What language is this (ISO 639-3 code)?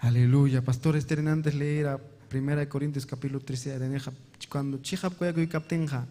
quy